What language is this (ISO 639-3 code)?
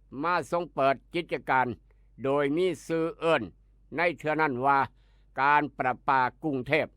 tts